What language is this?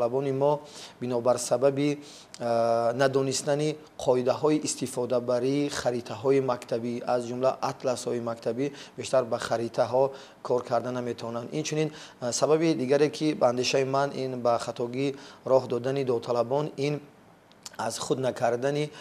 Tajik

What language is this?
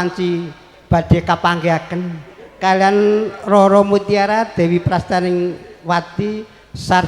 Javanese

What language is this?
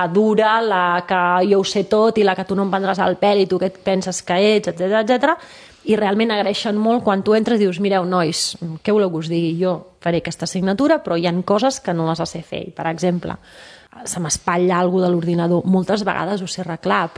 Catalan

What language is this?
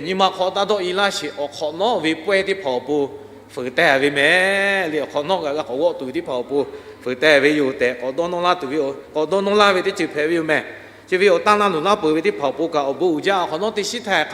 Lahu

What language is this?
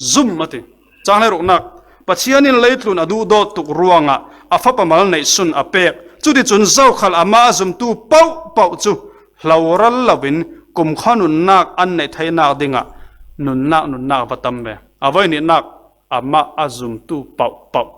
Falam Chin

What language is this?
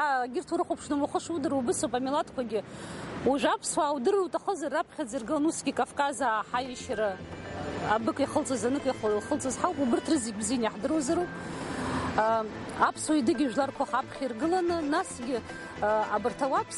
Abkhazian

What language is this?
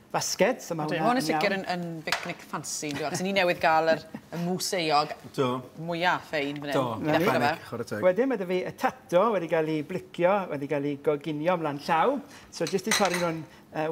Welsh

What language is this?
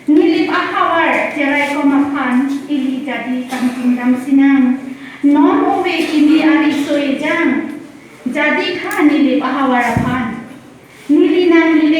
Karbi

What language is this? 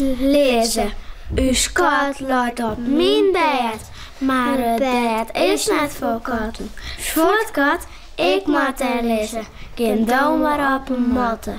Western Frisian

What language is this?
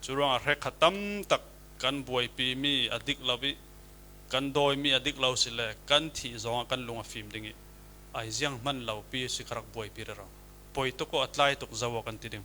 Falam Chin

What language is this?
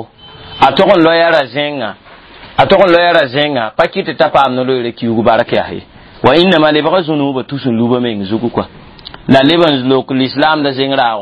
Mossi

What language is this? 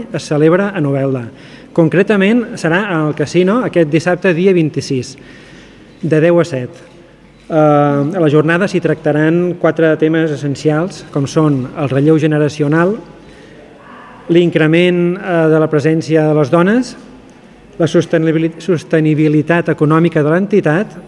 Catalan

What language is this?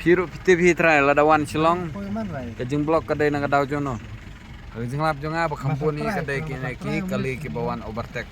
Khasi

